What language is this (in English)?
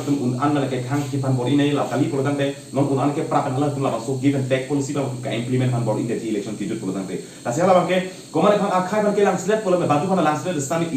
Karbi